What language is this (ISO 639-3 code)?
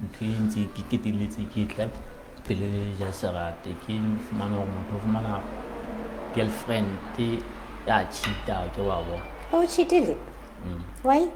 sot